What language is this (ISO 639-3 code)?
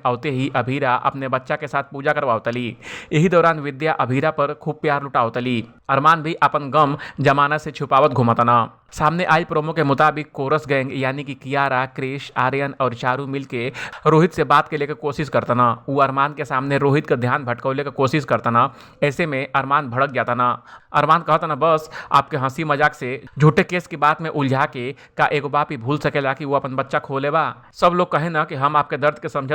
bho